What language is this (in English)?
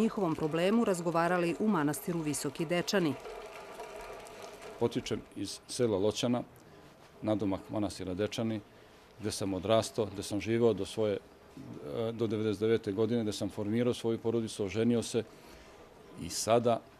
Serbian